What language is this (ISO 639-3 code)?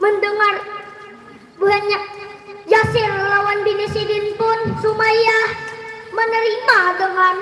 bjn